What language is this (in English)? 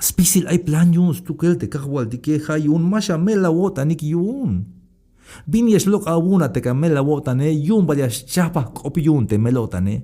Tzeltal